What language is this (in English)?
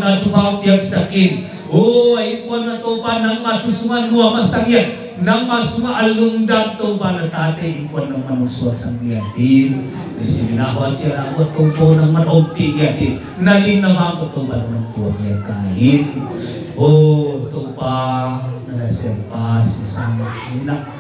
Tedim Chin